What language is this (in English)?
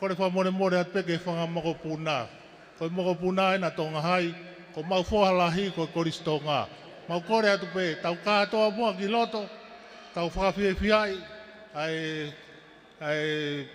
Tongan